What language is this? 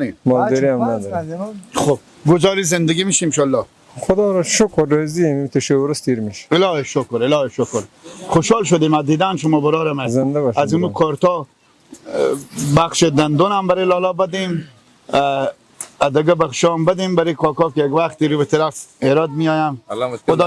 Persian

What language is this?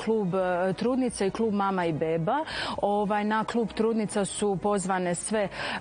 Croatian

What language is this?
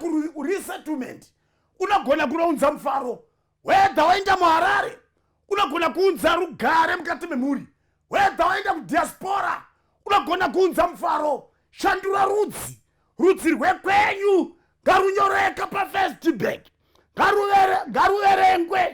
Shona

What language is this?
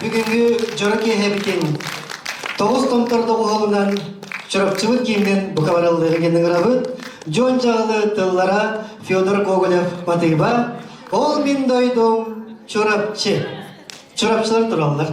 Yakut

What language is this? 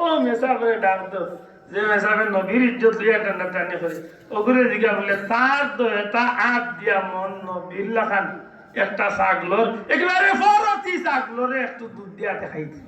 Sylheti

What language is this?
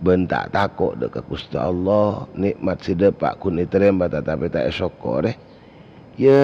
Madurese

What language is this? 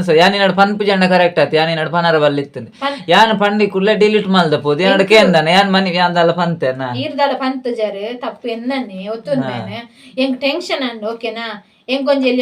Tulu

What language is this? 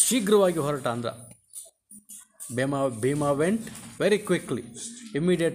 Kannada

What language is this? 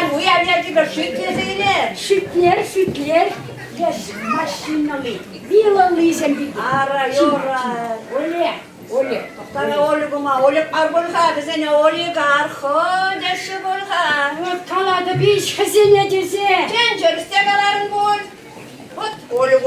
Chuvash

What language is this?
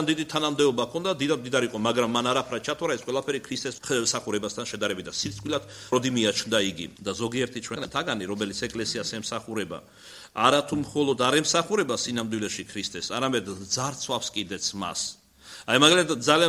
Georgian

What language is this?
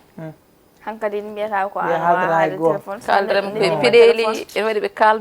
Fula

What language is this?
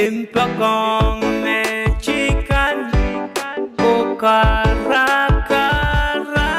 Pohnpeian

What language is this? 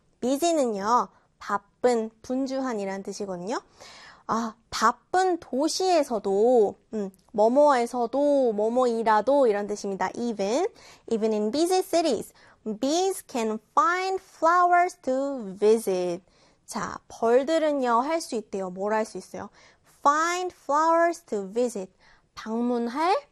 Korean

